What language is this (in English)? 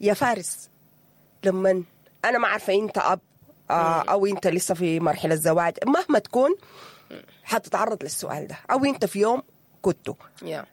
Sudanese Arabic